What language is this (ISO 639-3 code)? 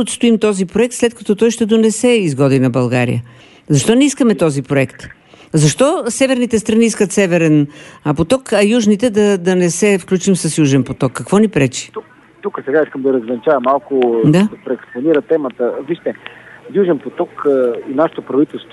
bul